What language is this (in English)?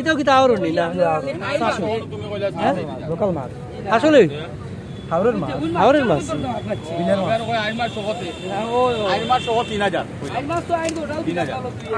Sylheti